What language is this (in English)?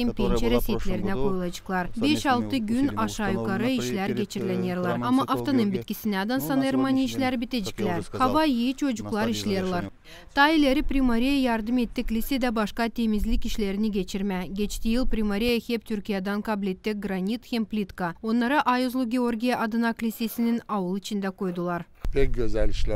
Gagauz